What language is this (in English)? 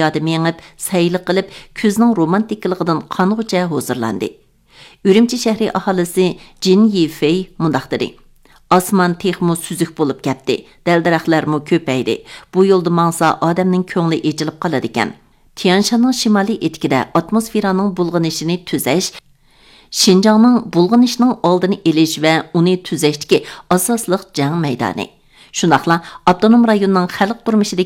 Uyghur